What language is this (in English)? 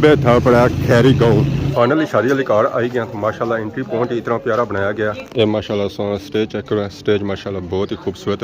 Pahari-Potwari